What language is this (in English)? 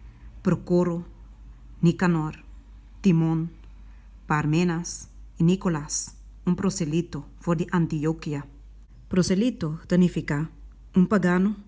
Papiamento